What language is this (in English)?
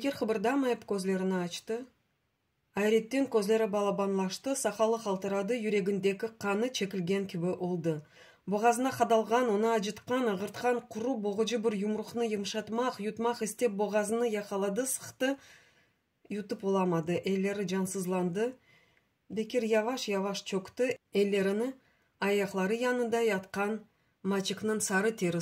Crimean Tatar